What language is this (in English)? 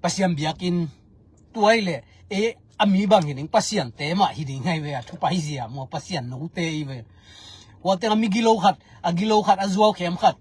Tedim Chin